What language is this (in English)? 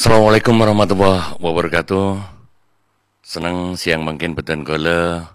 Madurese